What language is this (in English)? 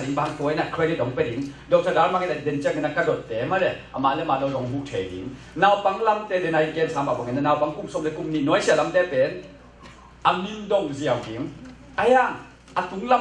Tedim Chin